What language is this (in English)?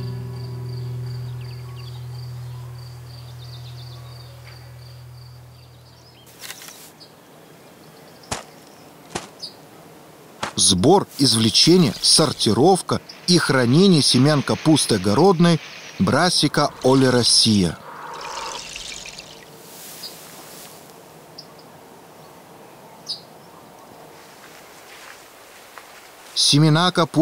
Russian